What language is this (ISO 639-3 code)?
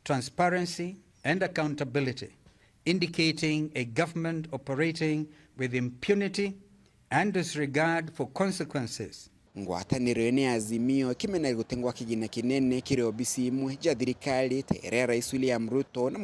mer